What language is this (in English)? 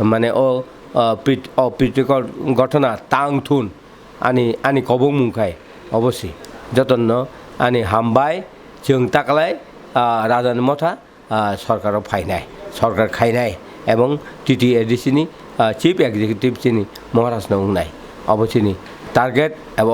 Kok Borok